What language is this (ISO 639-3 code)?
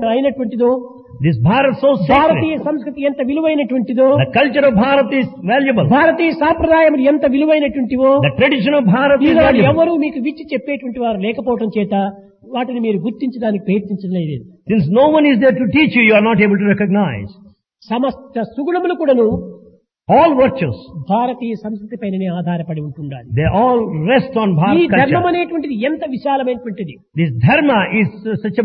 tel